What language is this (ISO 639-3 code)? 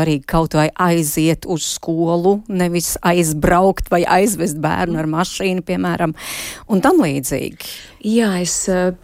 lav